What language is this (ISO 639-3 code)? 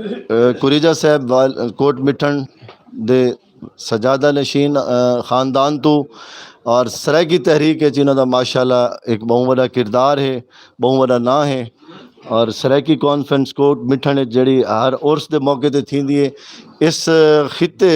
skr